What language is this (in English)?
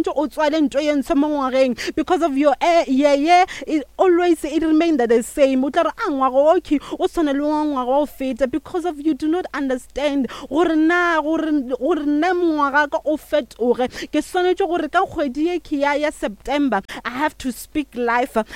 Northern Sotho